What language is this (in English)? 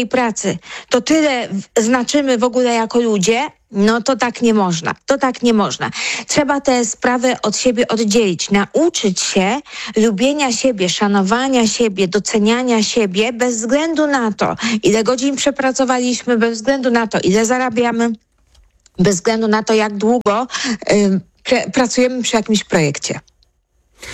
Polish